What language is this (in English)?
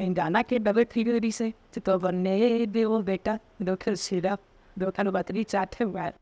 Chhattisgarhi